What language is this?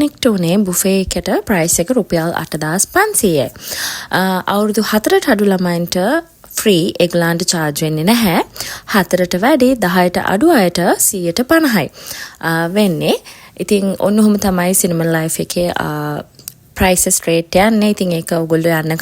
Sinhala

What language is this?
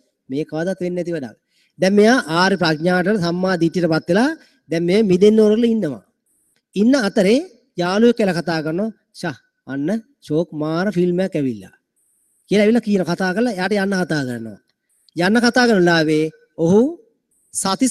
Sinhala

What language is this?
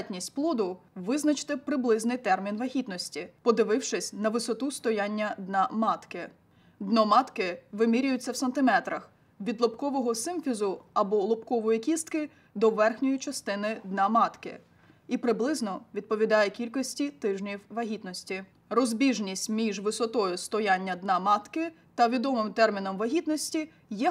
Ukrainian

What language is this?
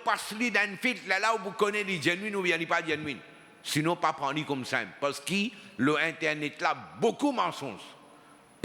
Morisyen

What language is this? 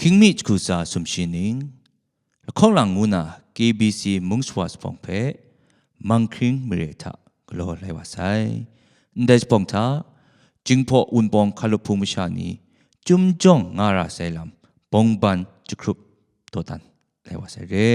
Kachin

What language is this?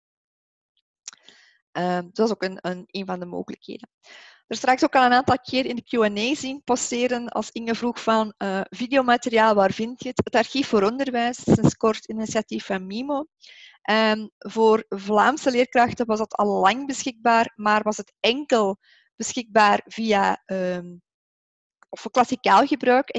Dutch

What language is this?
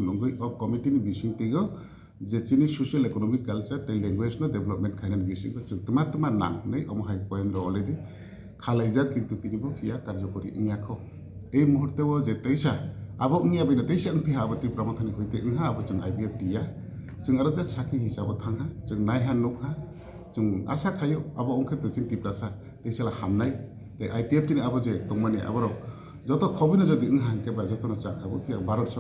Kok Borok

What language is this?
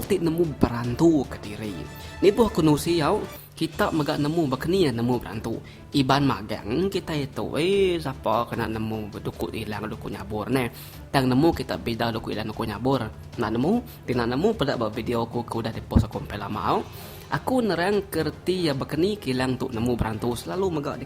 Iban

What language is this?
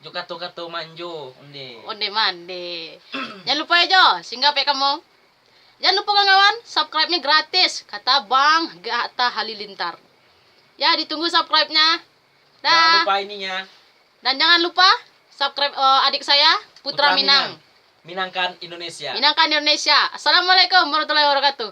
Minangkabau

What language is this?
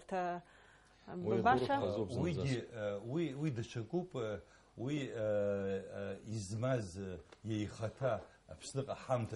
Abkhazian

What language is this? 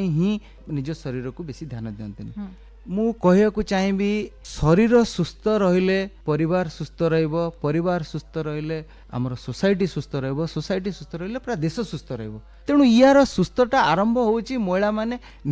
Odia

